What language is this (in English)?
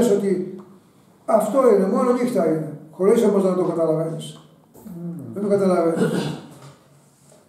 Greek